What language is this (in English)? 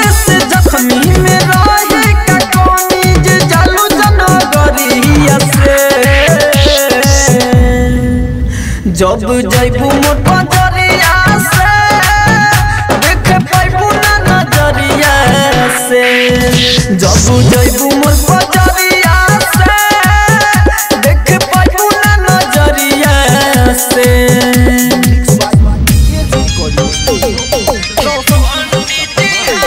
Bhojpuri